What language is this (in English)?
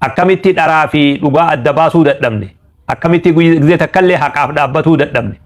Oromo